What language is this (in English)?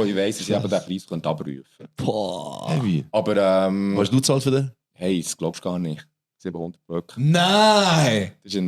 Swiss German